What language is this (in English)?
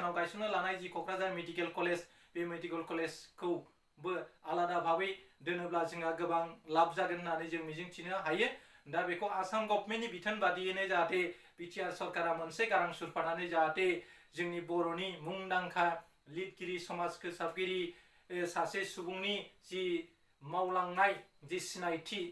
Bodo